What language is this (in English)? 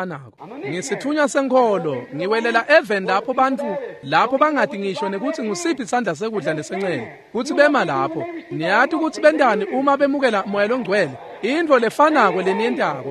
Swati